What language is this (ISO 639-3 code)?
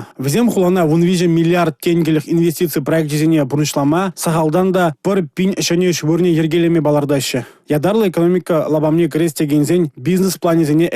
chv